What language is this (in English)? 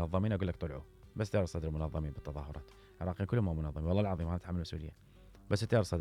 Mesopotamian Arabic